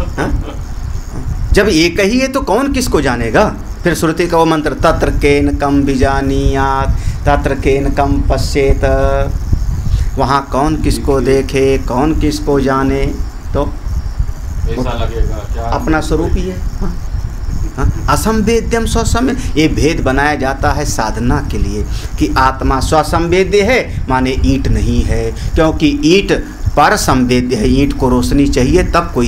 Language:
Hindi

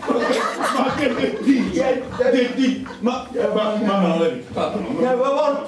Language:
Neapolitan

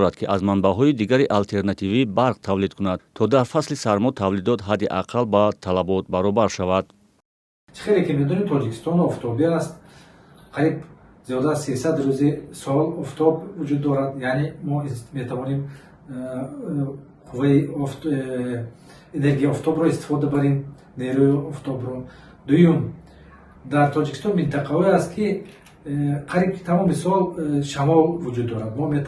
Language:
Tajik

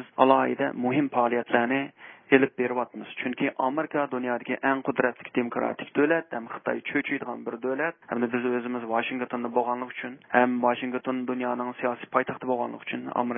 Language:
Uyghur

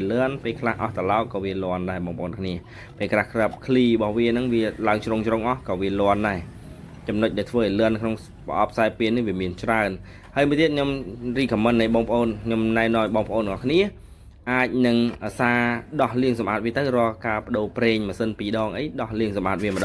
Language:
Khmer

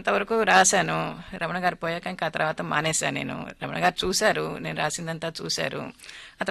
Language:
Telugu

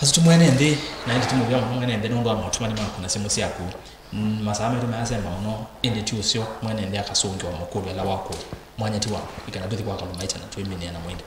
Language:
Kamba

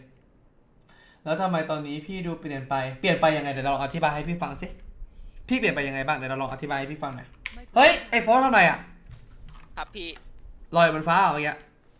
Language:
Thai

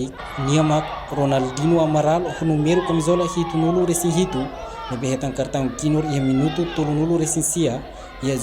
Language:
Tetum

